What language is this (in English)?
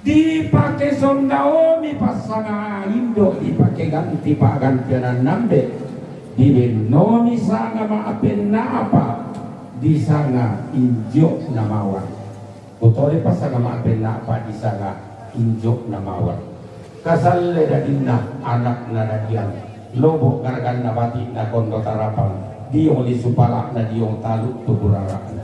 Toraja-Sa'dan